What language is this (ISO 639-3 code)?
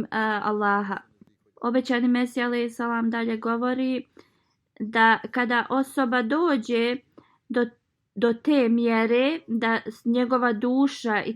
bos